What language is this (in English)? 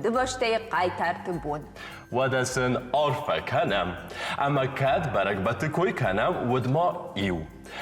Ossetic